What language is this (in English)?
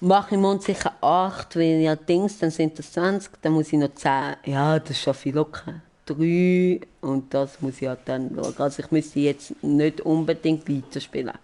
Swiss German